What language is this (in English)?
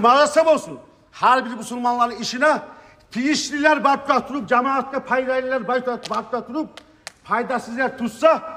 Kumyk